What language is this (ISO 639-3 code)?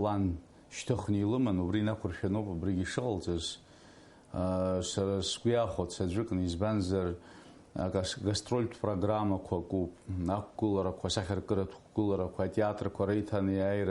abk